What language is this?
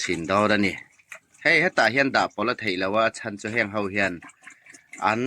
Hmar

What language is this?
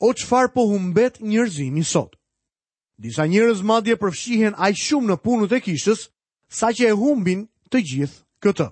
Albanian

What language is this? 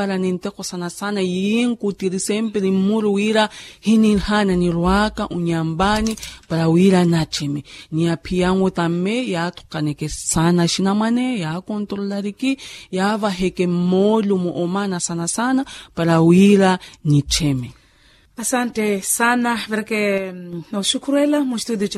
Makhuwa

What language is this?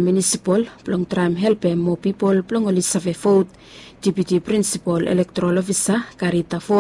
Bislama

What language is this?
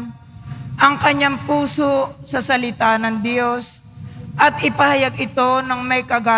Filipino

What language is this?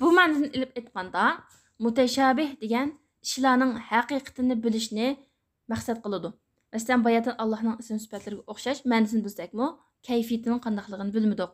Uyghur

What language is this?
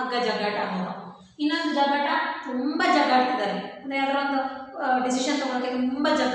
Kannada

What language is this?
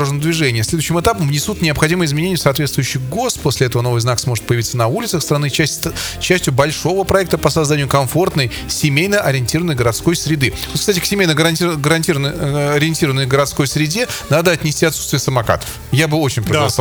Russian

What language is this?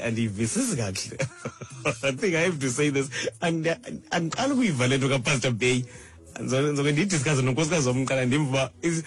Xhosa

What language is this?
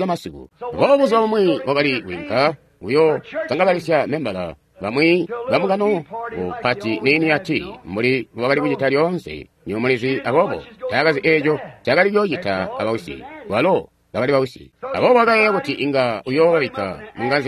Tonga (Zambia)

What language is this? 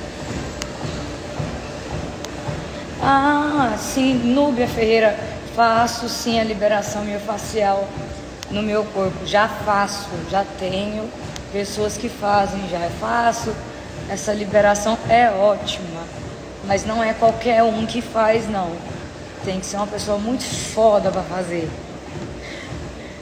Portuguese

